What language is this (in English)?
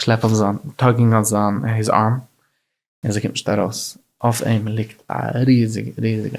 Yiddish